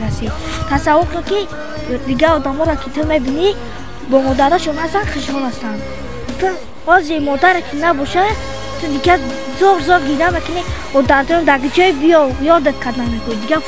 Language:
Tajik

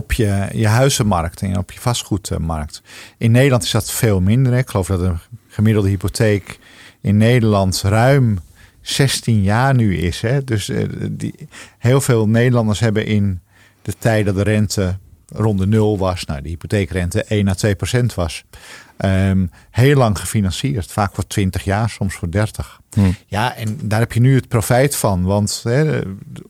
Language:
Dutch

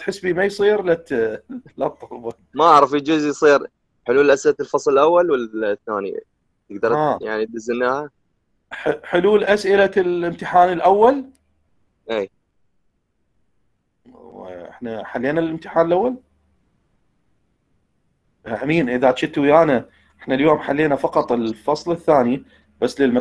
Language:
Mesopotamian Arabic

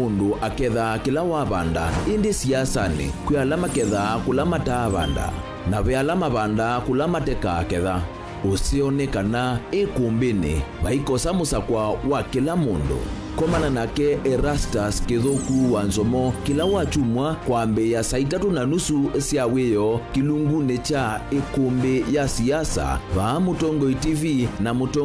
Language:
Kamba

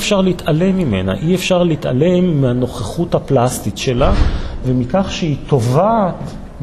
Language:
Hebrew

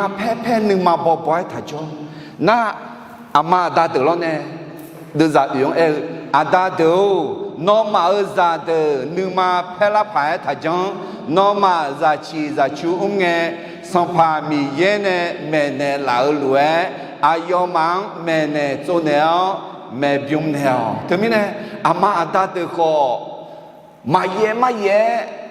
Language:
Akha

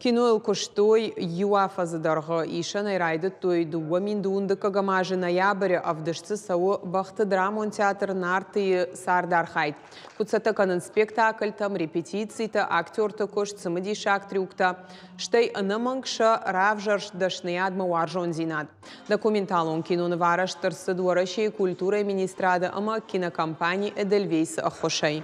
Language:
Ossetic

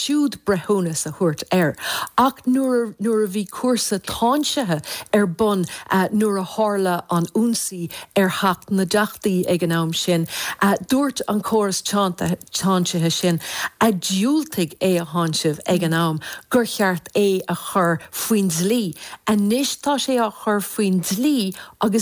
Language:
Irish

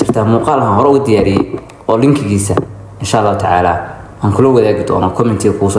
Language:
Somali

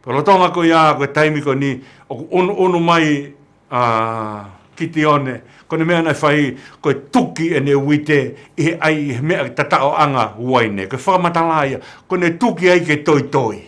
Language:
Tongan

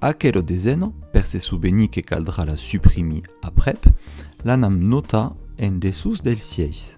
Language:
Occitan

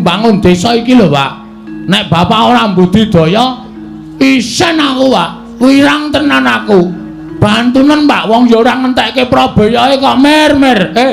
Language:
Javanese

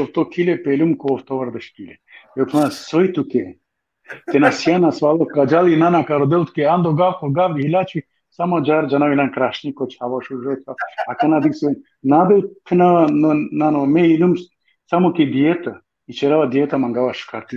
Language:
Balkan Romani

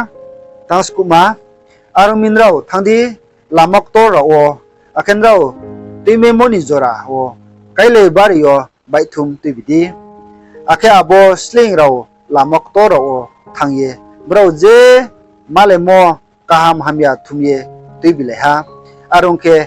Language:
Riang (India)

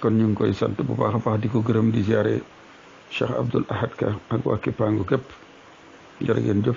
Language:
Wolof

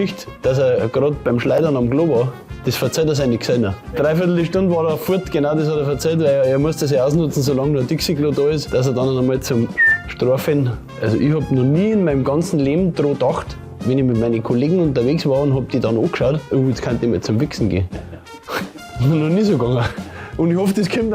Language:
Bavarian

